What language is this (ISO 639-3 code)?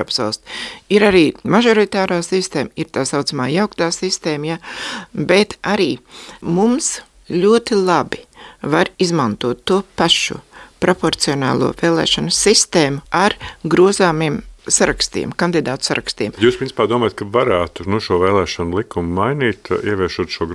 lav